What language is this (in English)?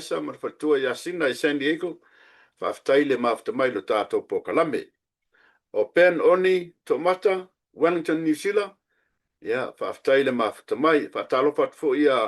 Samoan